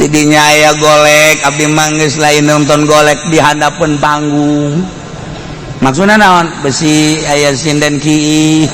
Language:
Sundanese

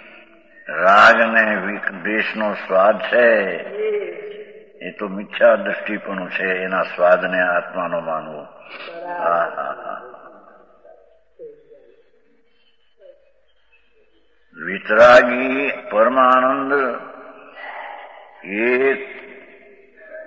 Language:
Gujarati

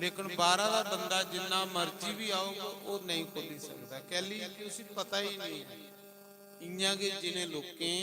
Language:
Dogri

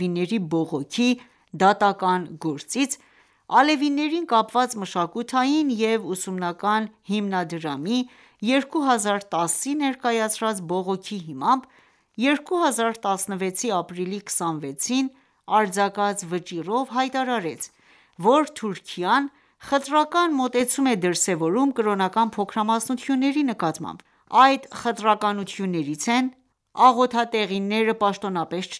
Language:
Armenian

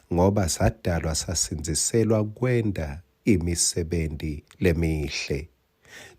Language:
Swati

